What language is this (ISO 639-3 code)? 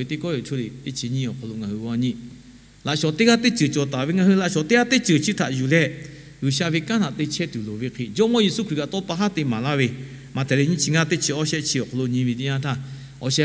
lhu